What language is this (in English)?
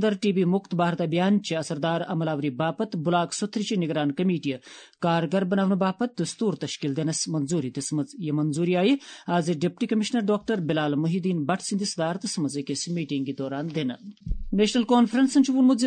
Kashmiri